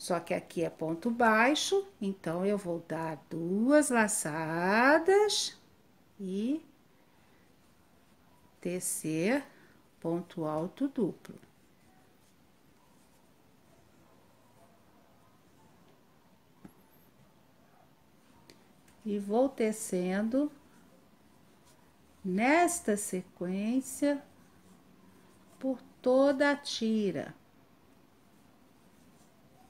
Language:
Portuguese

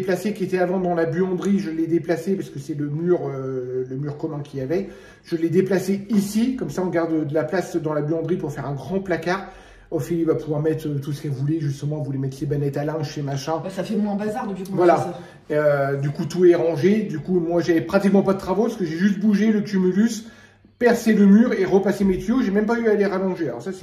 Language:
French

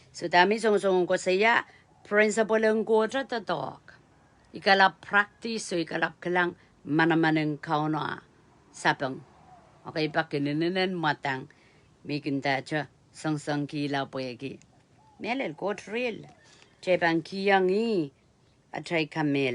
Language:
Pohnpeian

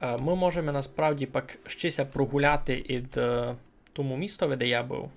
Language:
Rusyn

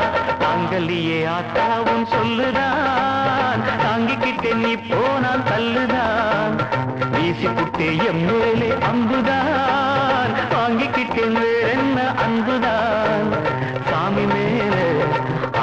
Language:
Tamil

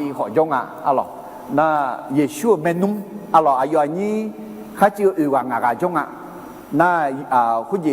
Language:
Akha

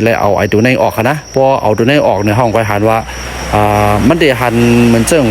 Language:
Shan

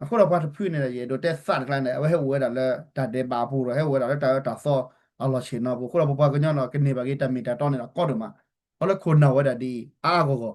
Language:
S'gaw Karen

